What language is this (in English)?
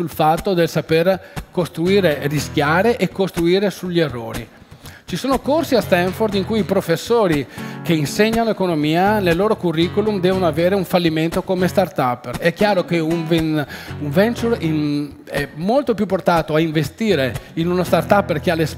Italian